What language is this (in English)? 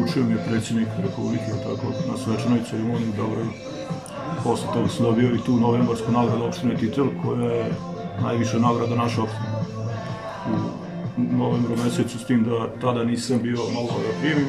Serbian